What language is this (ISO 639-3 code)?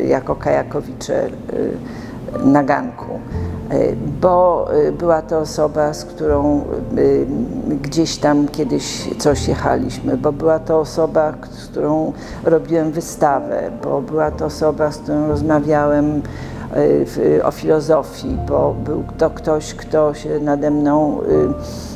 pol